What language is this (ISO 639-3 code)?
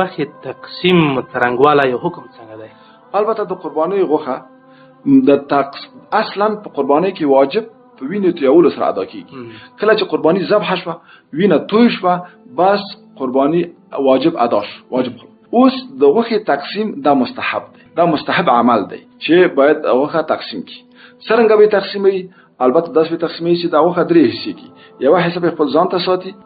pus